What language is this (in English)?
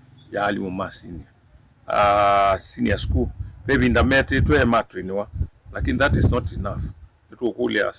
Kamba